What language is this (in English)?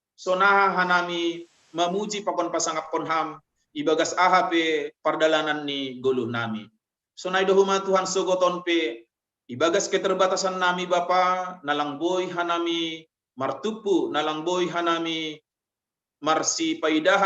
Batak Simalungun